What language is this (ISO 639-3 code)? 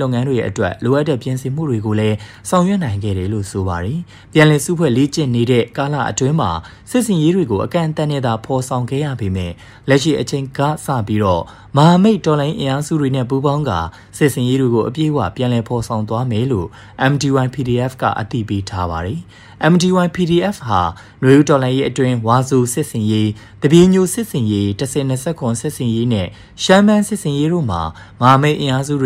mya